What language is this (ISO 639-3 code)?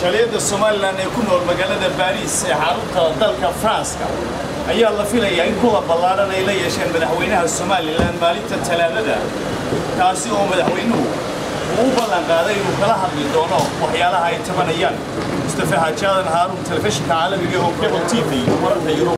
som